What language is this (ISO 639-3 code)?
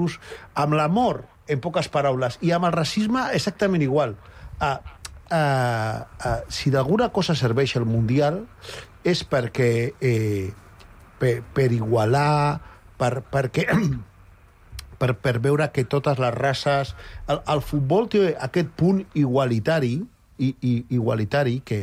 cat